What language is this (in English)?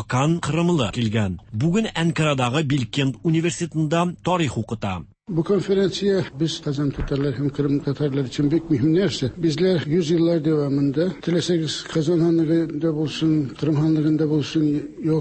Tatar